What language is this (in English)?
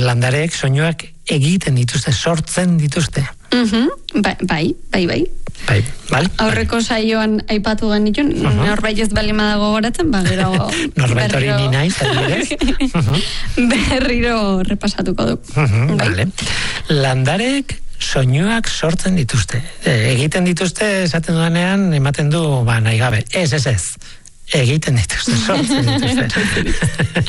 Basque